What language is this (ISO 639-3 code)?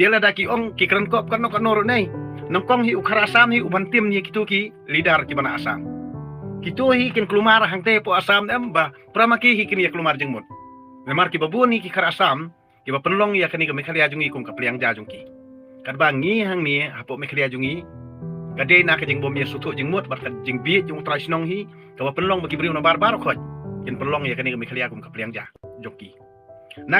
kha